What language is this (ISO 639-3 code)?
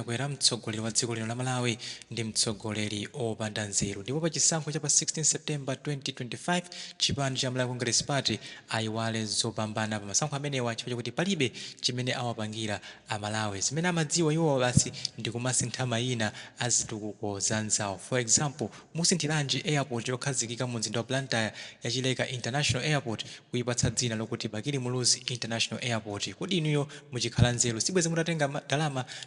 nya